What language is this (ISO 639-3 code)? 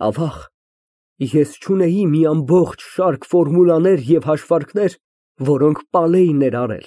hye